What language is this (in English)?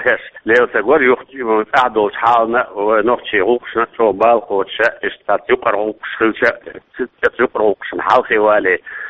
Chechen